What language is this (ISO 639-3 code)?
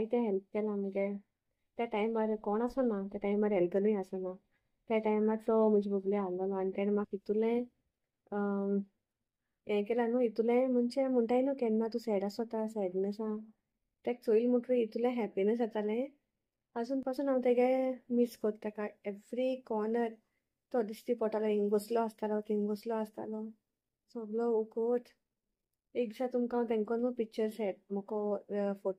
kok